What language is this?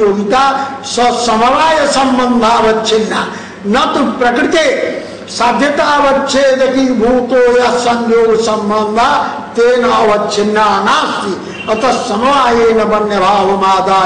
Sanskrit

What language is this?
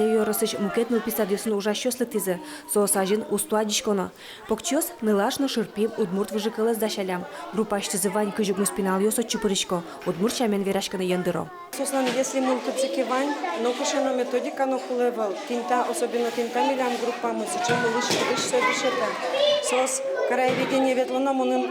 Udmurt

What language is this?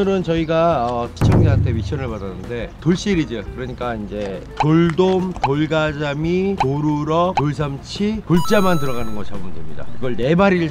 Korean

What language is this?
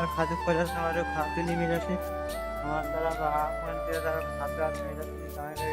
Chhattisgarhi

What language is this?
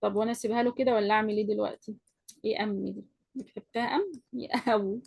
Egyptian Arabic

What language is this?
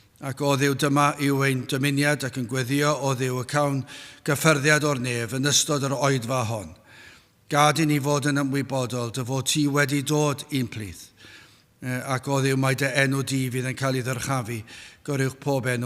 Welsh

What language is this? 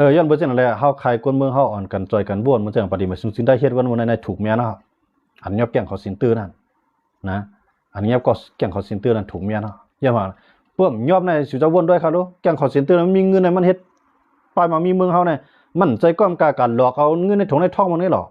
Shan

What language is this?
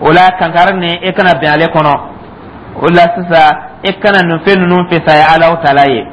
Dyula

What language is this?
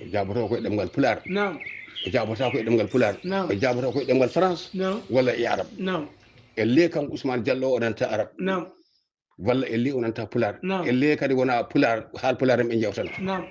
Fula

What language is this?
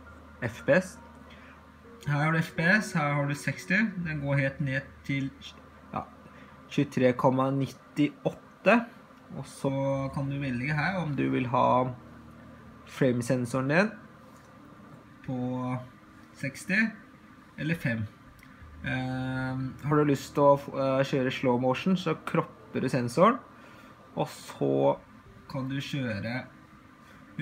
Norwegian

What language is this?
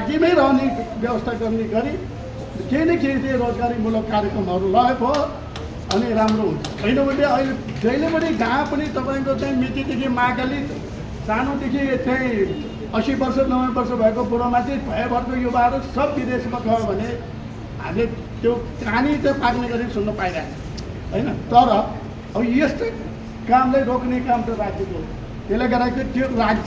Nepali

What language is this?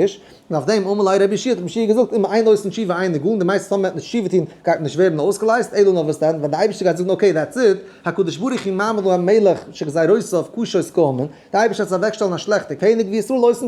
Yiddish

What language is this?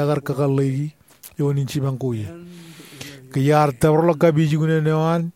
Marshallese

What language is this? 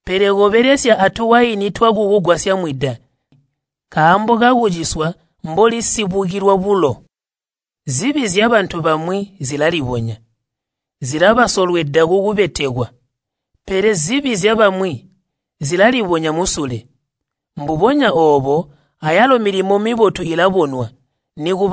Tonga (Zambia)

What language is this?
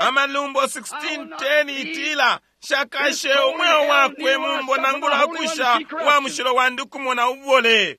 Bemba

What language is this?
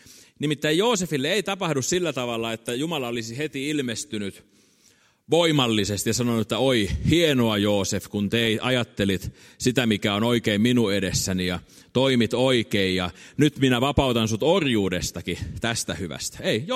Finnish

